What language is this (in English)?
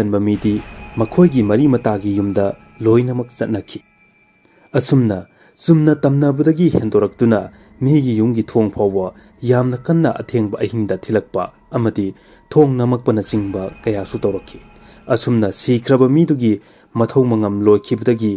Manipuri